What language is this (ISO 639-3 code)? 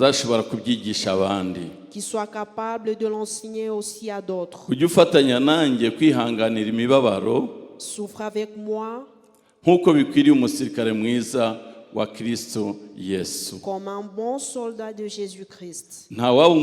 kin